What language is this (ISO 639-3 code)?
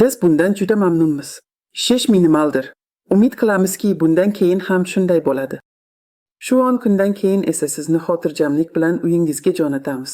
uzb